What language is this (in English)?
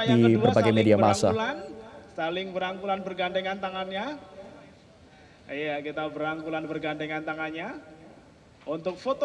Indonesian